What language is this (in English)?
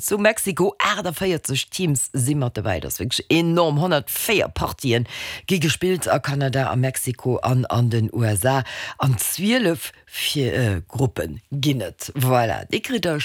Luxembourgish